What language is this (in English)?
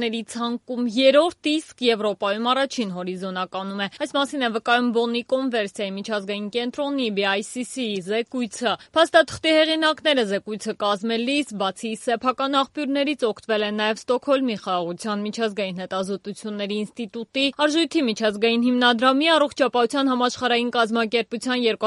Armenian